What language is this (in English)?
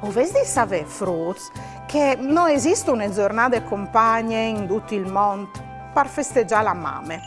Friulian